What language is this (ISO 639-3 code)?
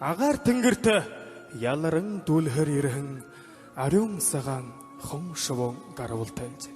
bua